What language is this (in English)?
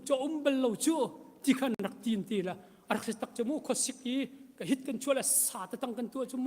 Hakha Chin